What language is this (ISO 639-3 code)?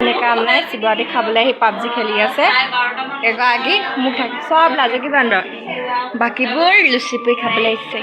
asm